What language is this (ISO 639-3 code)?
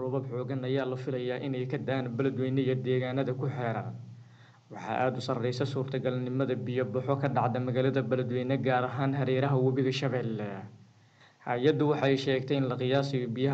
som